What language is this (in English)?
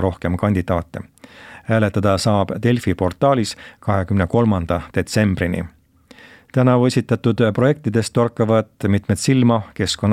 Estonian